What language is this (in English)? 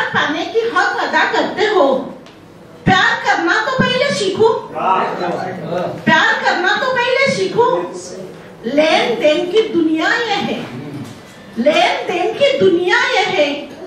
Hindi